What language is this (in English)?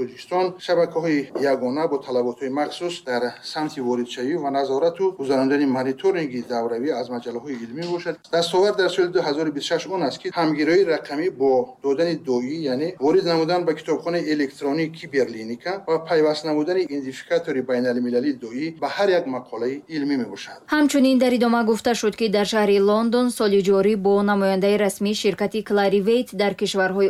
Tajik